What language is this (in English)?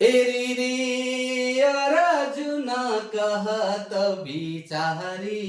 Sadri